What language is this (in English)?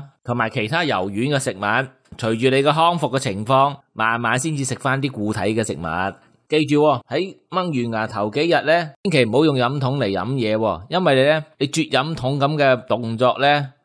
Cantonese